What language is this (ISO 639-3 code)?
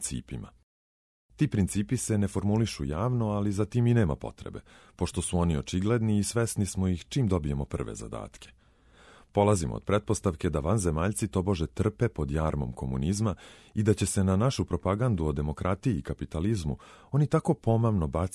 srp